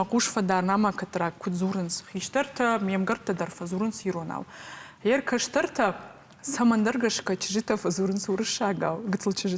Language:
Ossetic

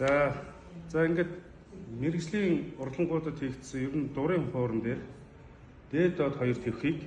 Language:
Mongolian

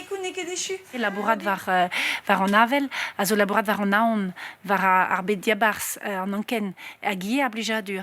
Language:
Breton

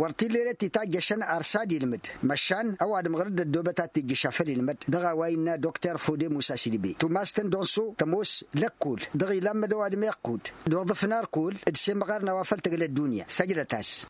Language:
Tamasheq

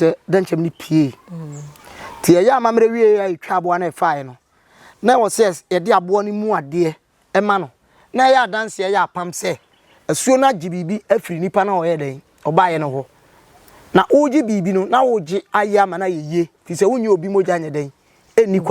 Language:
Akan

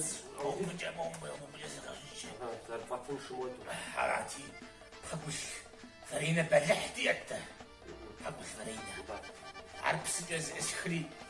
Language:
Kabardian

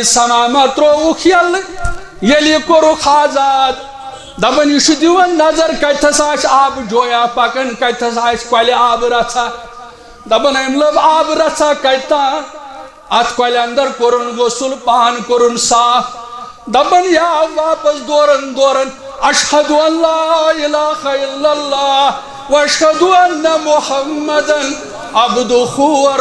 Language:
Kashmiri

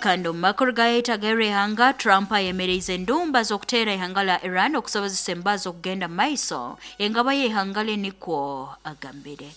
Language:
Nyoro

